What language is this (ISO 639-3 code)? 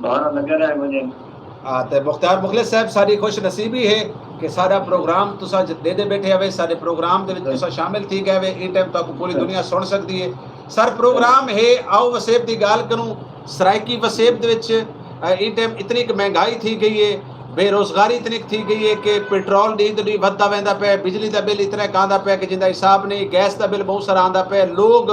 skr